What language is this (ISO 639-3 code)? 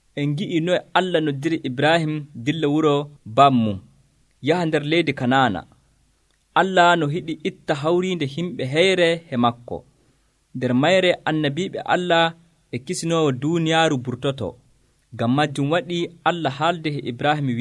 fuv